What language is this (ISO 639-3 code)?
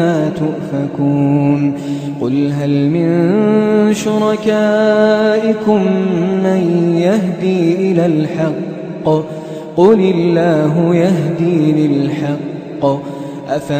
ara